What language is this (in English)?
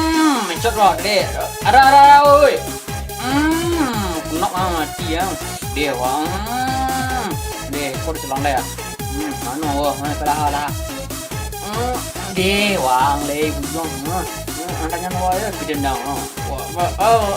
Minangkabau